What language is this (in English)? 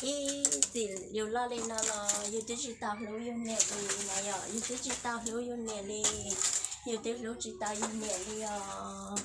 Hmong